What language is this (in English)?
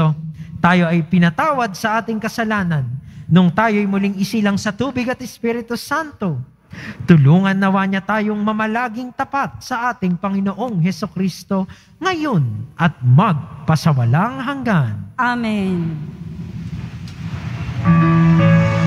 Filipino